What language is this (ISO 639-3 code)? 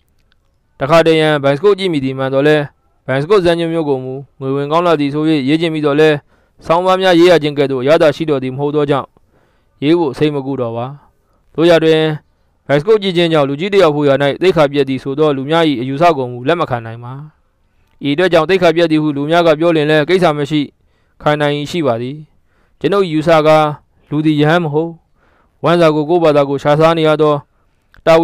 mya